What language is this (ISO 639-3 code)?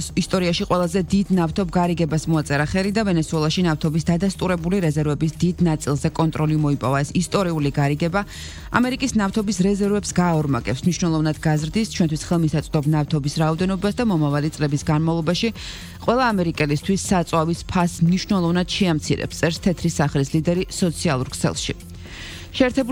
kat